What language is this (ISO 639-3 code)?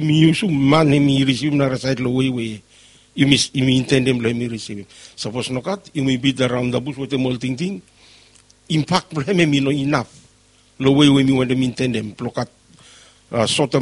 bis